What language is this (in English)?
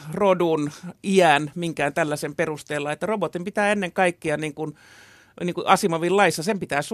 Finnish